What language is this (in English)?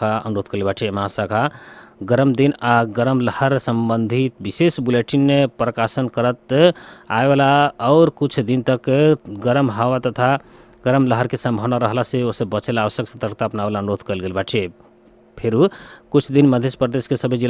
Bhojpuri